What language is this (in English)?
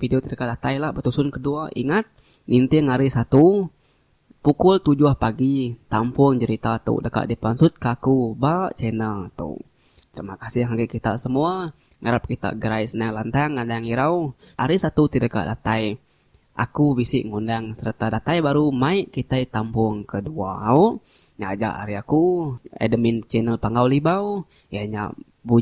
Iban